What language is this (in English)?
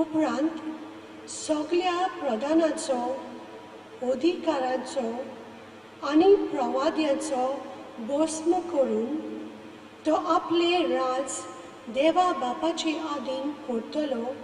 Konkani